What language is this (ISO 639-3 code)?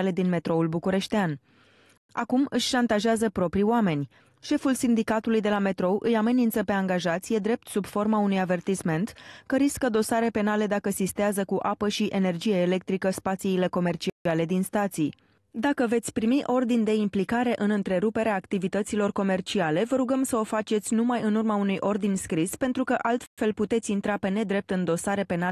ron